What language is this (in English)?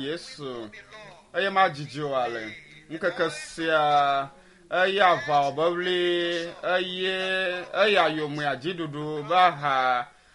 Ewe